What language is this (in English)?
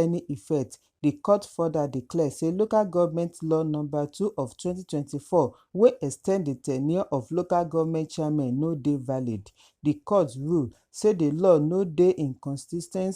Nigerian Pidgin